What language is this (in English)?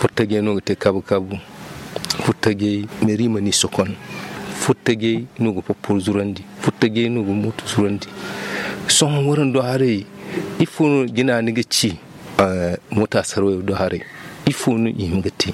Zarma